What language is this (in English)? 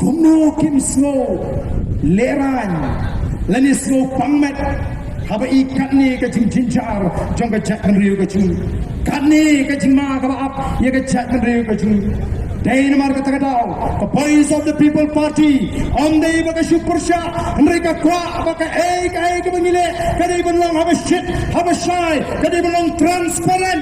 Khasi